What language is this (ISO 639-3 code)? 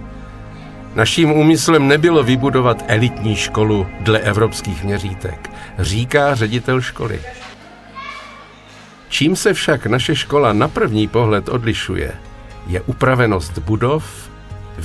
ces